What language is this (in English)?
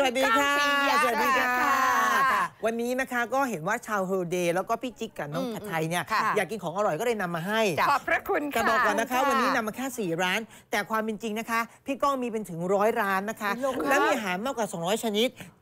Thai